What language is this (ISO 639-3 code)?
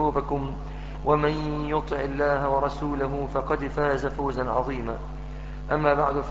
ara